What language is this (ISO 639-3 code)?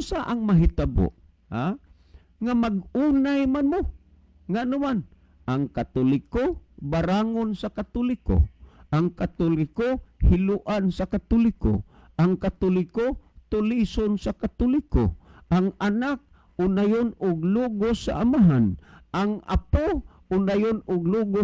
ceb